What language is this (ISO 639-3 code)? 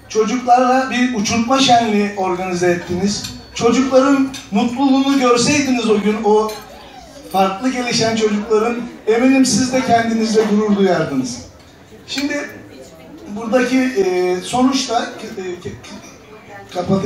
tur